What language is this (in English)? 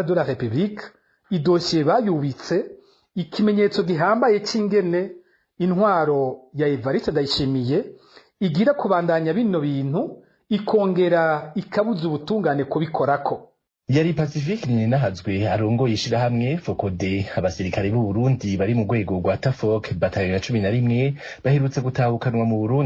Rundi